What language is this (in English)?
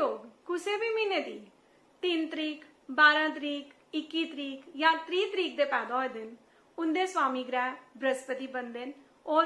Dogri